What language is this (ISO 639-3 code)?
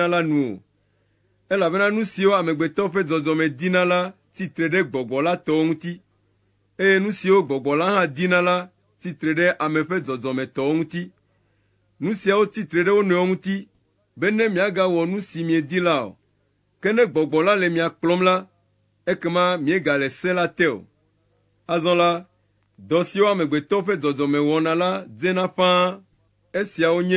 ewe